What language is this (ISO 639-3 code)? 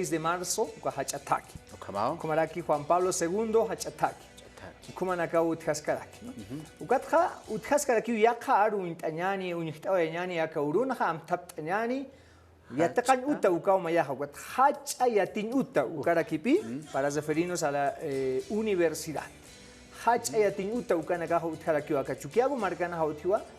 aym